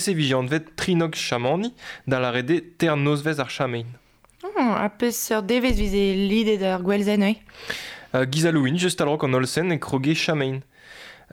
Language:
Breton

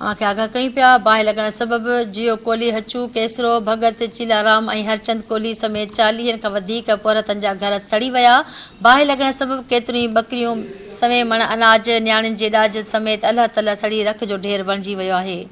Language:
Sindhi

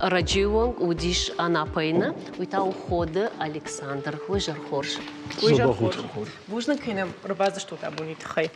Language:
Ossetic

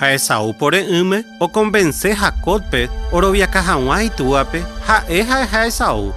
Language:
Guarani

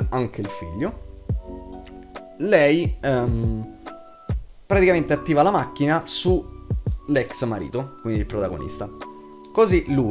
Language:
Italian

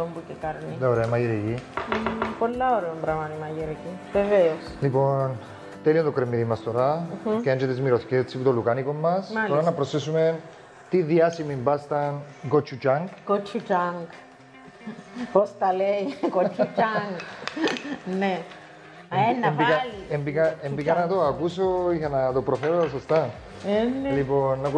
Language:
Greek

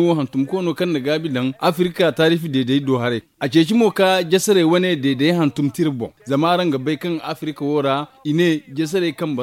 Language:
Zarma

